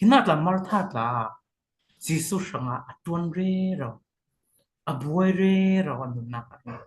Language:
Falam Chin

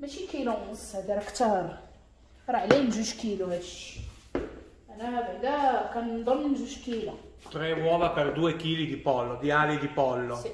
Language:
Moroccan Arabic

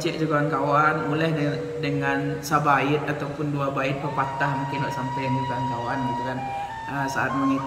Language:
Minangkabau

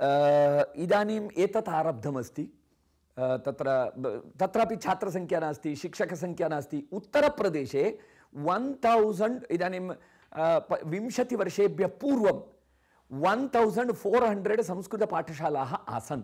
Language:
Sanskrit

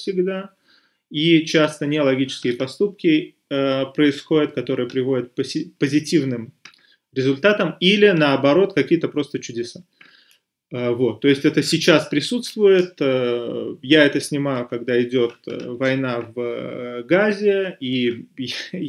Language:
Russian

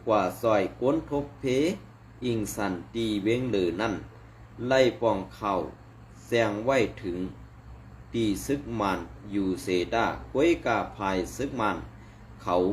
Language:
Shan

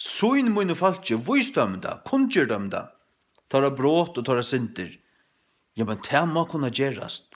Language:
Faroese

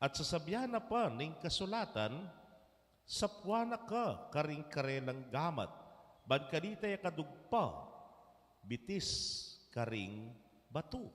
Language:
Pampanga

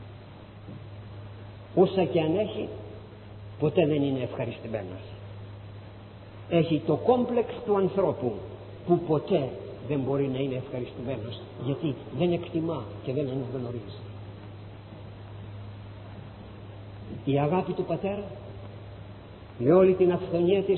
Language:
Greek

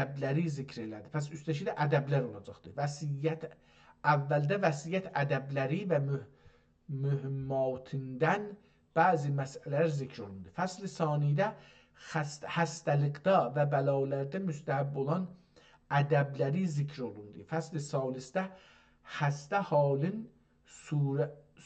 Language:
South Azerbaijani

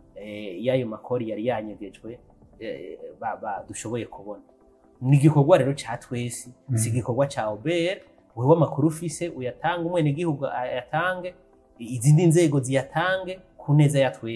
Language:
Rundi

